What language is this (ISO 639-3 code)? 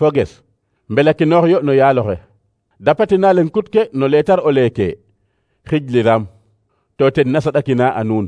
srr